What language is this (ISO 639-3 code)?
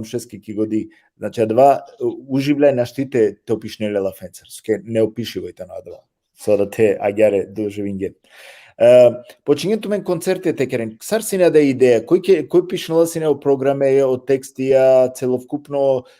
rmn